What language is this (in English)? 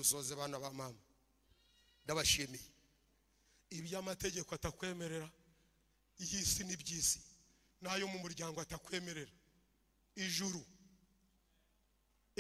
Kinyarwanda